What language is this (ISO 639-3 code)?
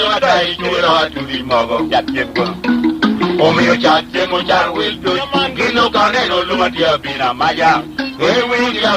laj